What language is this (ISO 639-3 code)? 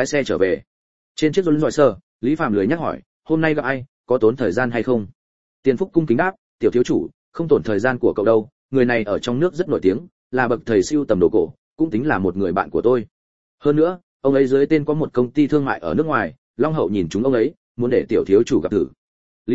vie